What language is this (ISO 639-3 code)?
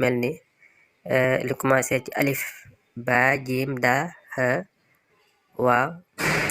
wol